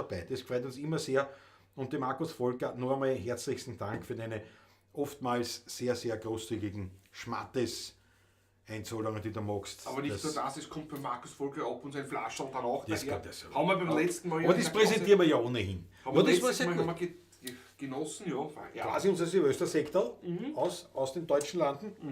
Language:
Bavarian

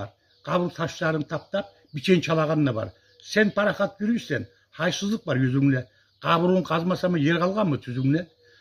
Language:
Kumyk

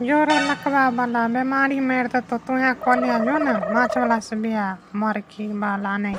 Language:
Maithili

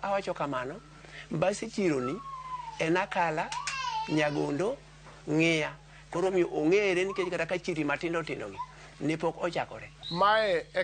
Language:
Luo (Kenya and Tanzania)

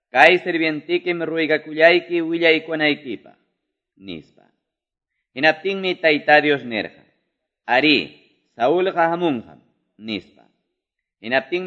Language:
Quechua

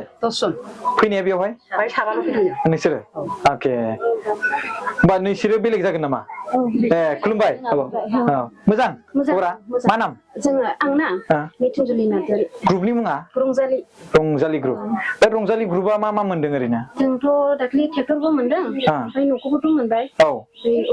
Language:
Bodo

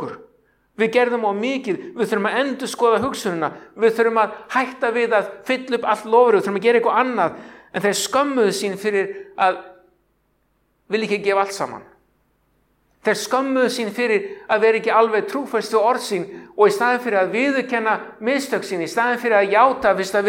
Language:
Icelandic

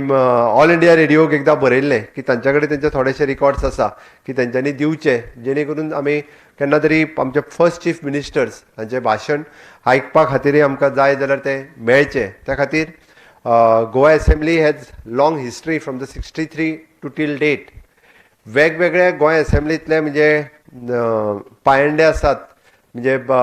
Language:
Konkani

